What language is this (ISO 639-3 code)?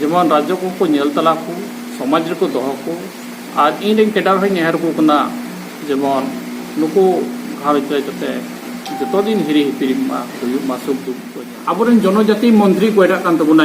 sat